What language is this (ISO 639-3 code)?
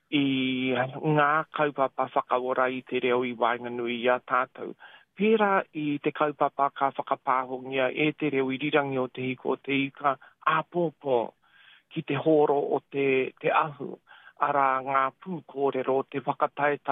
mri